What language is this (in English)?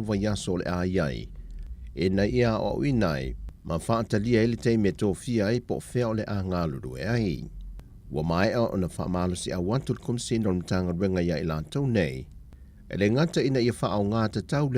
Samoan